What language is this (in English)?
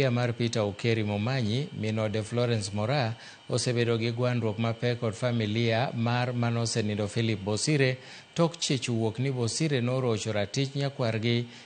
Luo (Kenya and Tanzania)